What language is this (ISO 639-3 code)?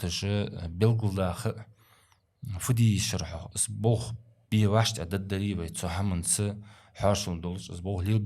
inh